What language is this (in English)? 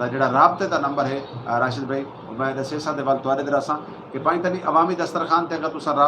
Saraiki